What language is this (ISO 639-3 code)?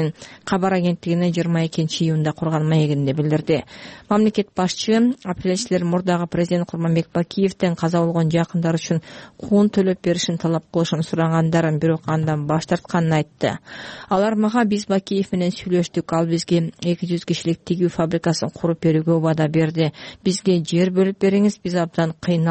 kir